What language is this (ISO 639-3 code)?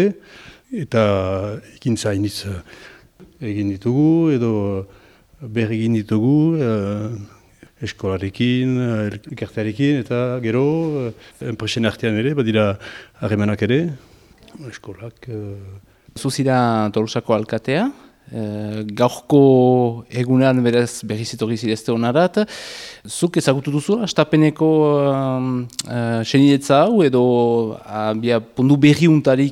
eus